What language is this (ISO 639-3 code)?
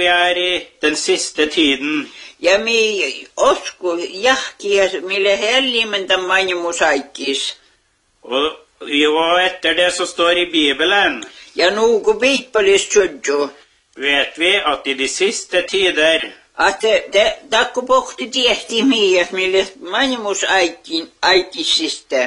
nor